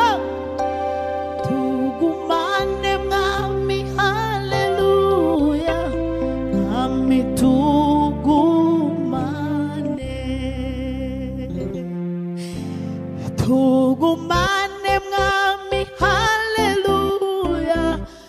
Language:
Kinyarwanda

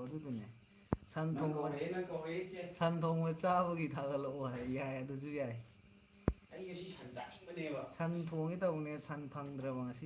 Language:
Manipuri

